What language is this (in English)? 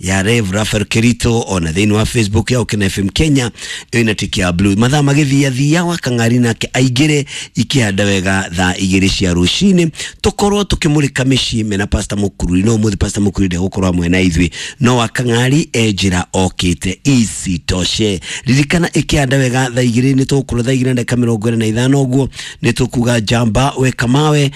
Kikuyu